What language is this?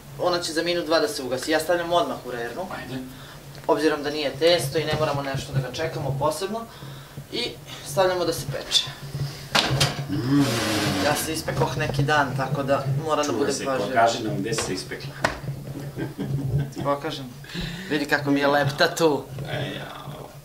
Serbian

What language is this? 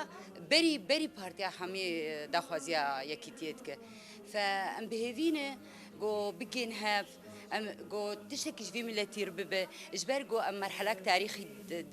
Kurdish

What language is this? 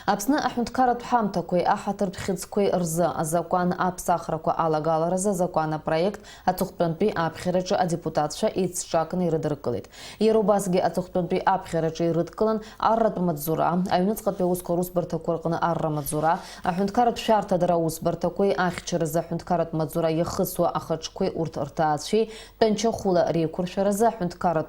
Abkhazian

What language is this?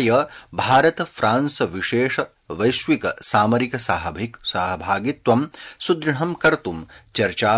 Sanskrit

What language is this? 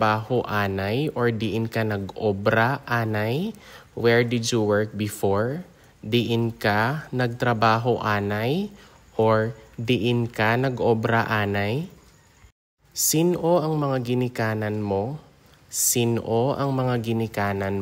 Hiligaynon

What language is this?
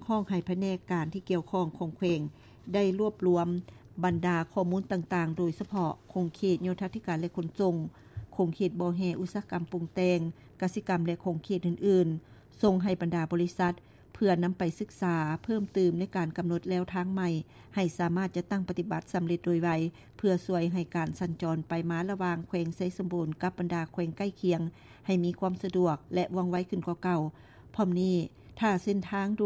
Lao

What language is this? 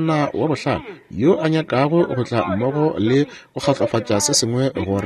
Northern Sotho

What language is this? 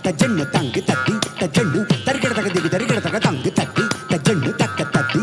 Telugu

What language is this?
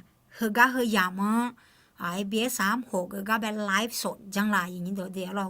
Akha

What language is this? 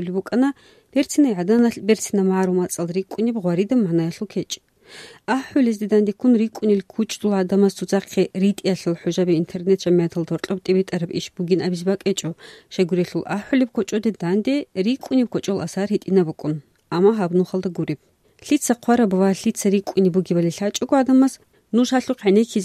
Avaric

